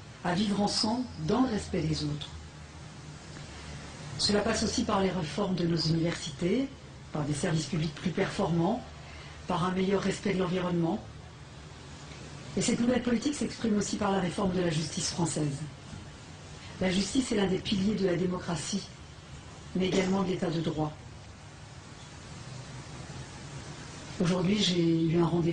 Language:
French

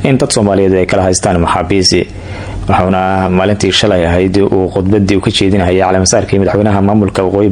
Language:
Somali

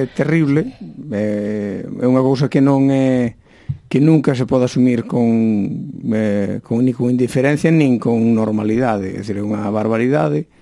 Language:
Galician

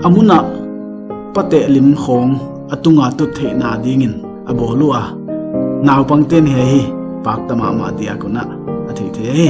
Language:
Paite Chin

